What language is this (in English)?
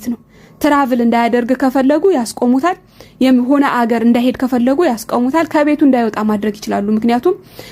Amharic